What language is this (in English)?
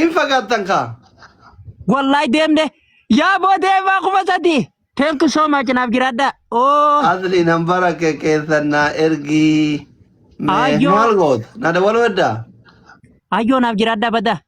Oromo